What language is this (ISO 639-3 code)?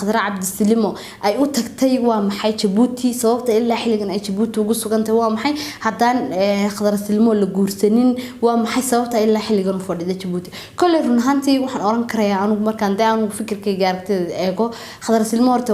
som